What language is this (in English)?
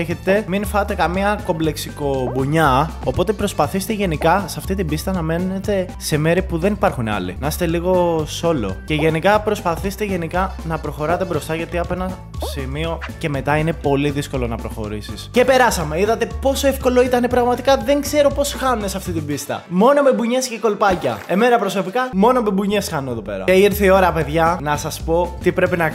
Greek